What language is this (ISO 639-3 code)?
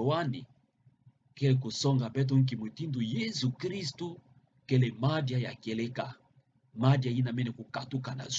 ktu